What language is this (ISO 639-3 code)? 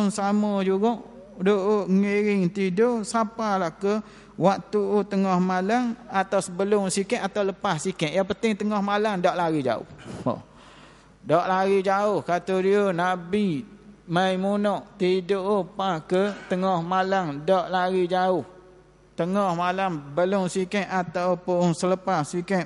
msa